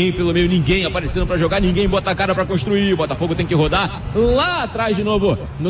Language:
Portuguese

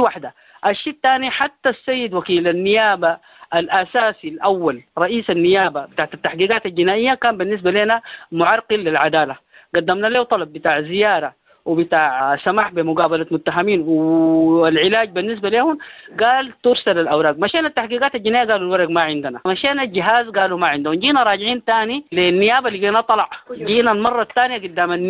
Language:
Sudanese Arabic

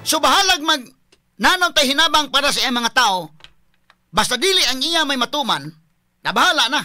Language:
Cebuano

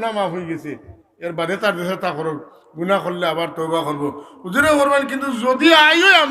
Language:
Sylheti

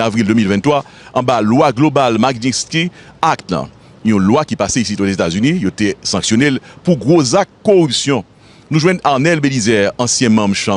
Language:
Haitian Creole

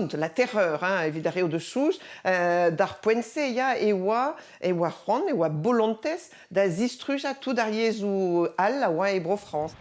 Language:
Breton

